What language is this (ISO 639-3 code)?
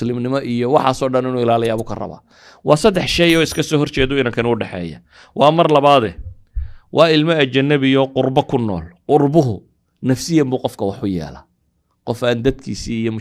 som